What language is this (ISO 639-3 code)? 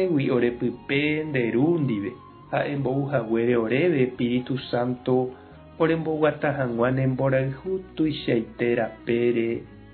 grn